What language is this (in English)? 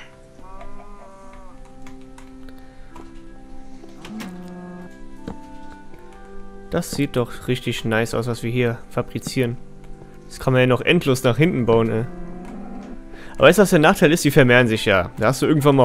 German